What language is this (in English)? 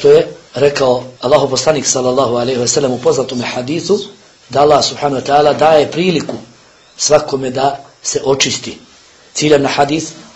Bosnian